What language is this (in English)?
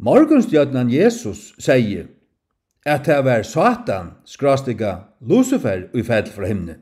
Faroese